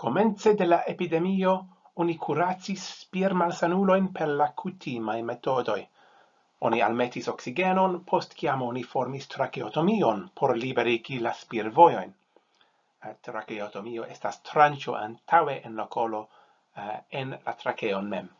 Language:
Esperanto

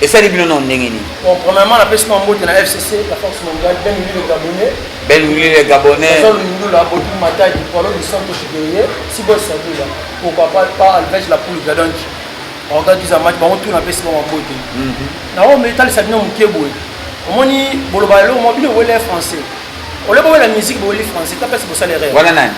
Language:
Lingala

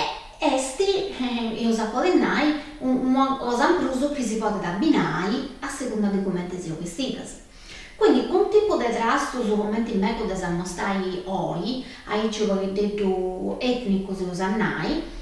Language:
Sardinian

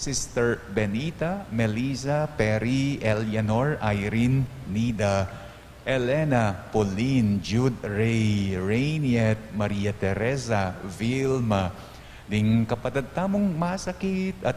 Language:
Pampanga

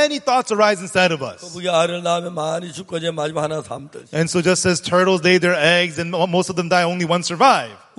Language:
Korean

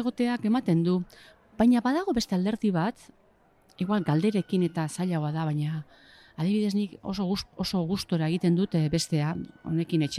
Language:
Basque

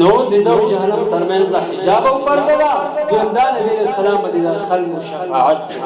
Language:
Pashto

